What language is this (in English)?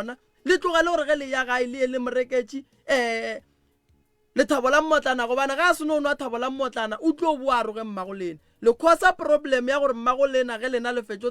Northern Sotho